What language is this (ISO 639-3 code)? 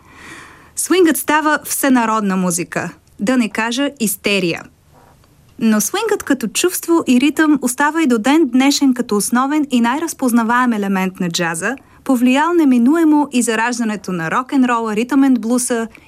bul